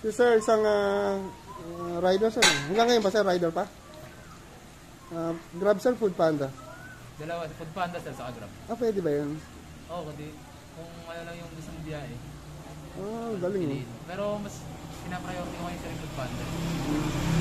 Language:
Filipino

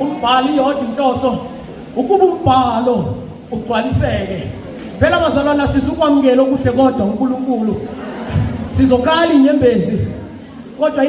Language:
Zulu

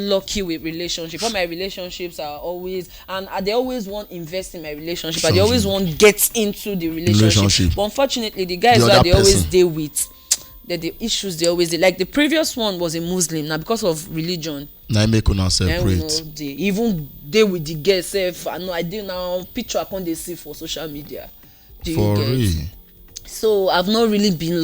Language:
Nigerian Pidgin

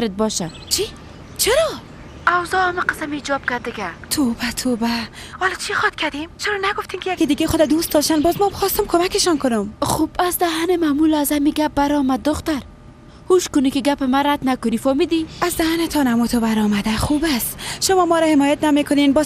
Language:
Persian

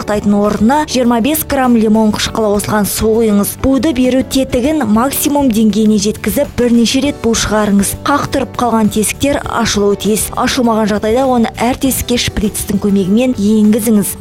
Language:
Kazakh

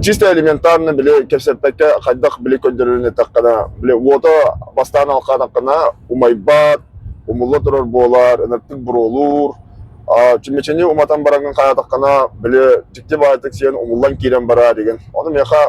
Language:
Yakut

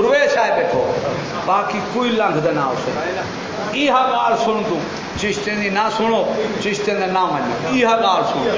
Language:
Saraiki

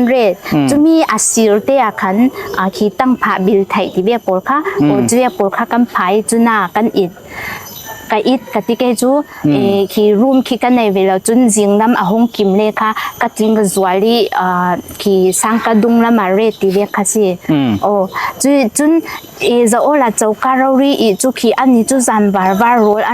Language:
Falam Chin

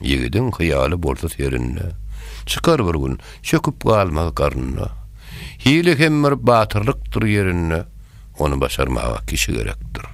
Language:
Turkmen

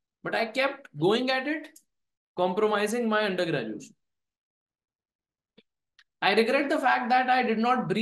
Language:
Hindi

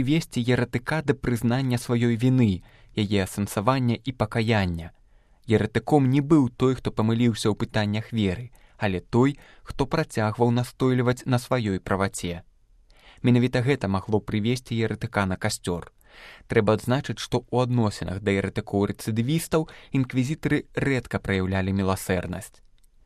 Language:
Belarusian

